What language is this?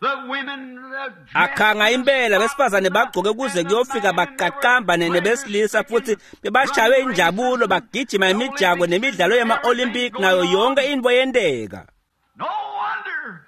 Swati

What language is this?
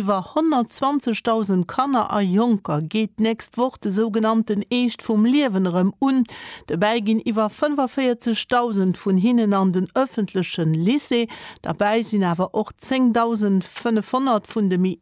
Luxembourgish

